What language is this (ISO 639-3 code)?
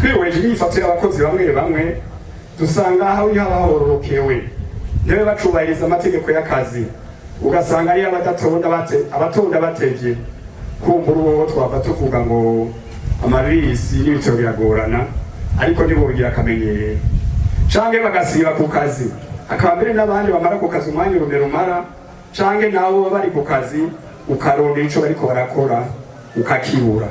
run